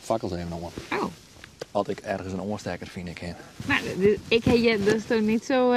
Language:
Western Frisian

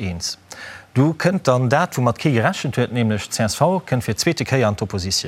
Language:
Luxembourgish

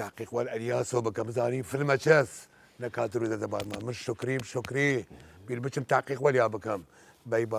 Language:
Southern Kurdish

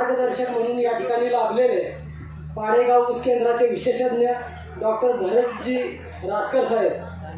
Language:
Marathi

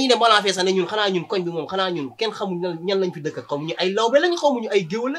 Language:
Wolof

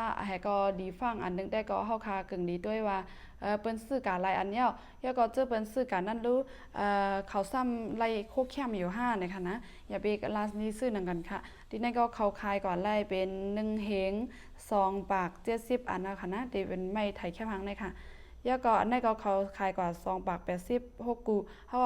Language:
Shan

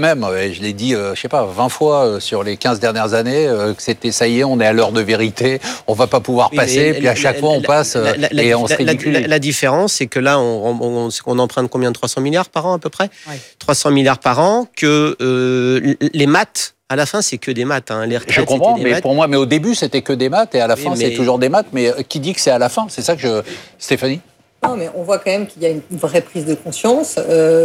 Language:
French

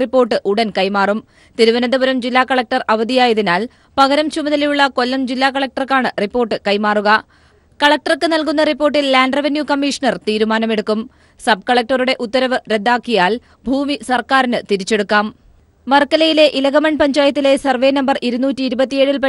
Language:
Malayalam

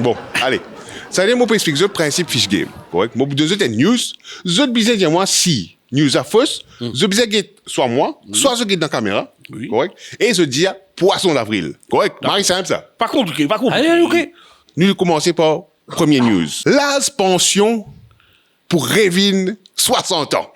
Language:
Morisyen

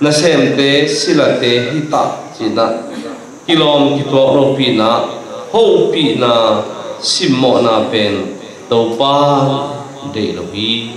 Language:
Tedim Chin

